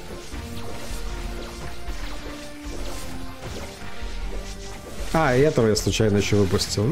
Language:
Russian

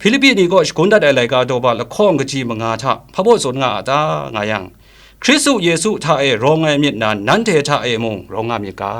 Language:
Kachin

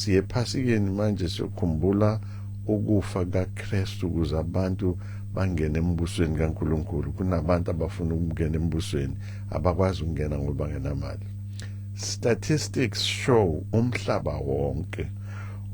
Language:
Zulu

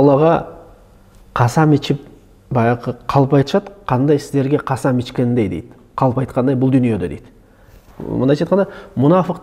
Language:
Kyrgyz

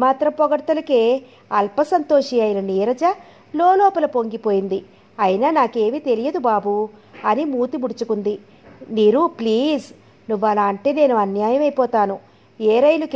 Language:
Telugu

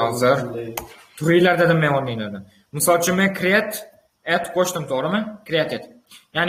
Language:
Uzbek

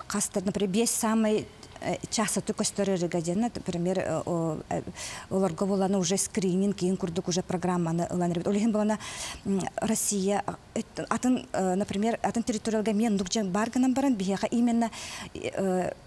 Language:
Yakut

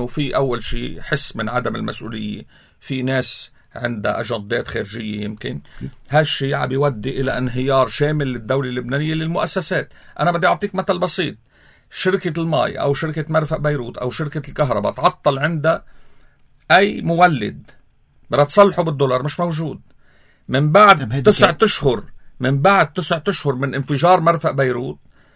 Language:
North Levantine Arabic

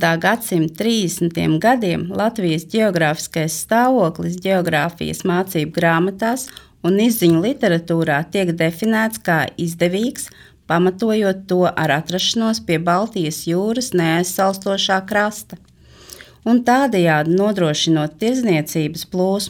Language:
Latvian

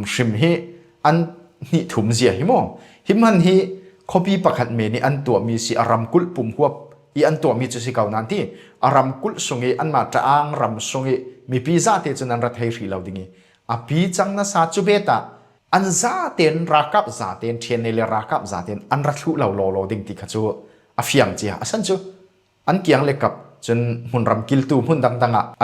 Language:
Falam Chin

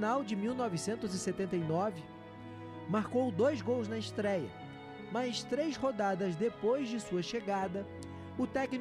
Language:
Portuguese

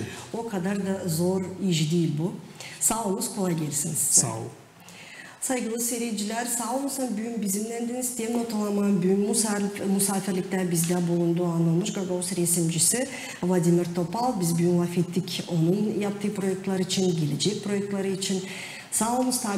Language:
Gagauz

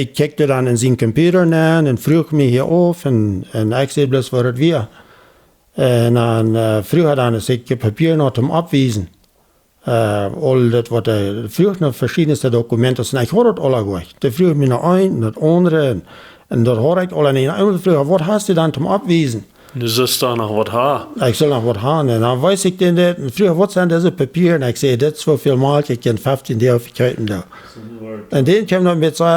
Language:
Plautdietsch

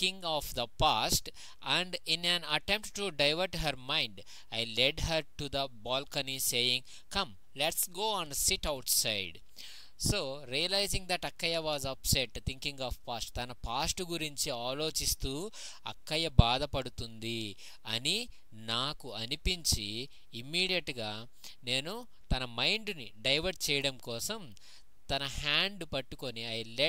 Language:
Telugu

